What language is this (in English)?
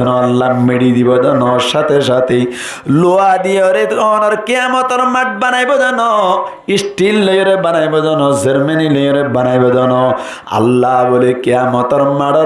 Rohingya